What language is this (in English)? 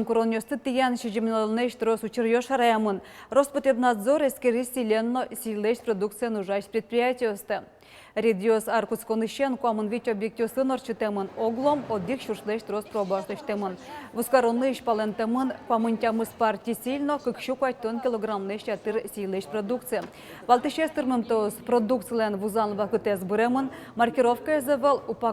Udmurt